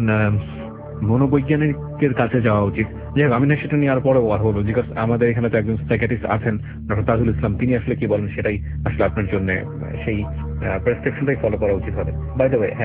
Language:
Bangla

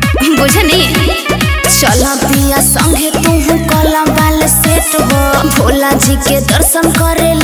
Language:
Bhojpuri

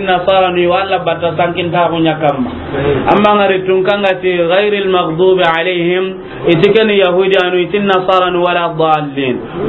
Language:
Soninke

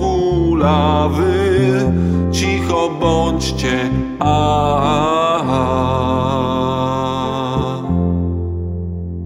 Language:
Polish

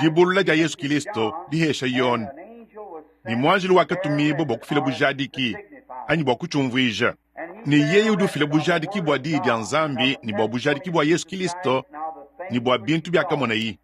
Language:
Luba-Lulua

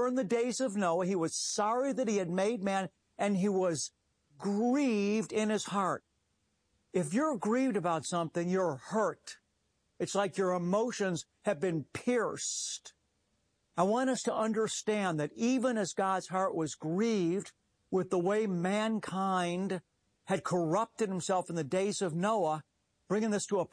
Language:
English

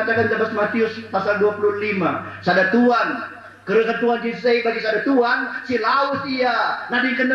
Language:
Batak Karo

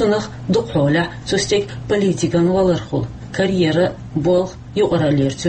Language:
Chechen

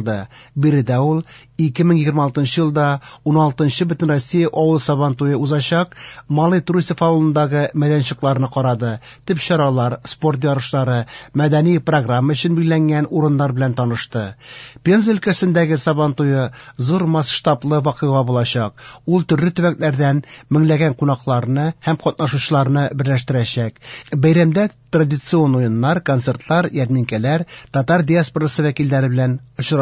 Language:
Tatar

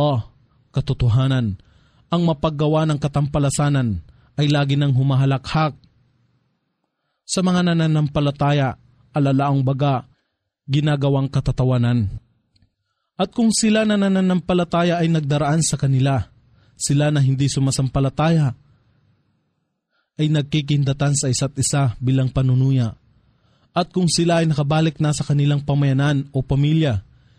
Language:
Filipino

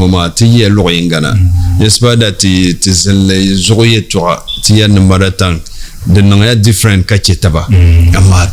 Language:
Dagbani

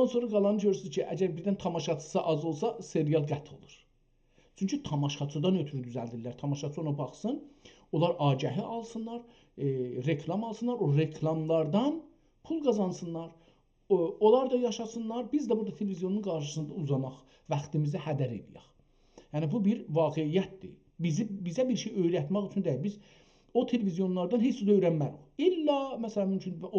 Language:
South Azerbaijani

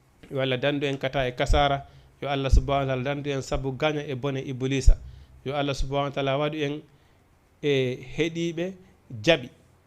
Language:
Fula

